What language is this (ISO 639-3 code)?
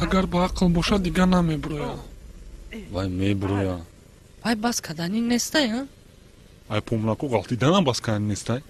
tgk